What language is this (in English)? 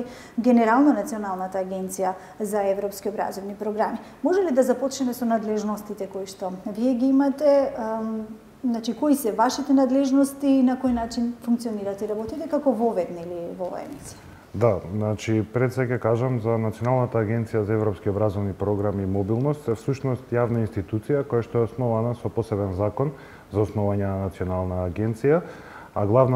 Macedonian